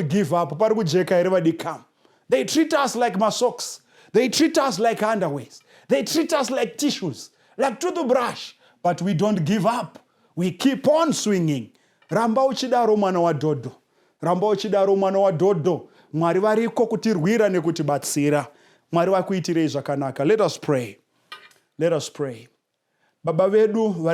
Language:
Shona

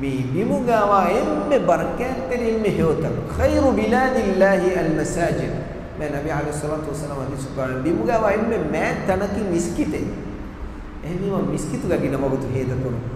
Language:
Divehi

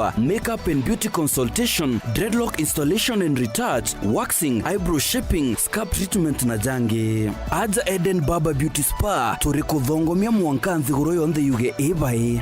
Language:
Meru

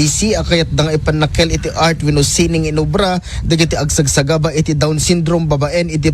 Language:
Iloko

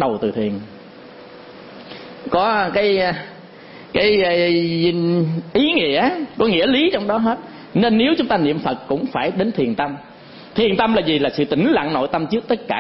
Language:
Vietnamese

